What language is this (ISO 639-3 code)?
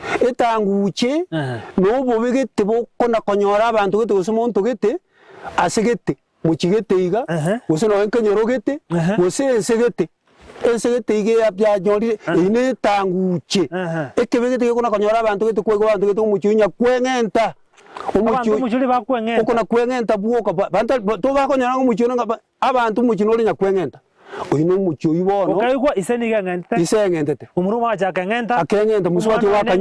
guz